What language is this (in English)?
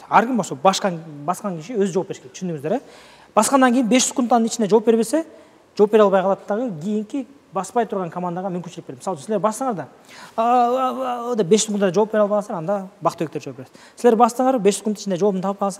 Kyrgyz